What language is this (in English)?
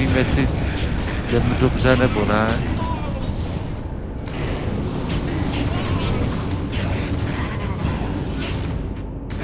Czech